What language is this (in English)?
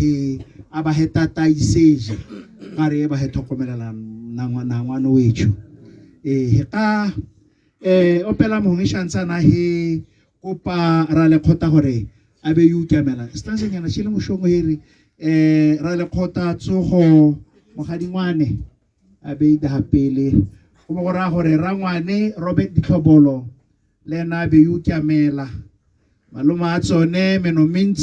Tswana